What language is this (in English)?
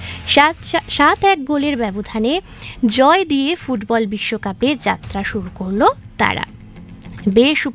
Bangla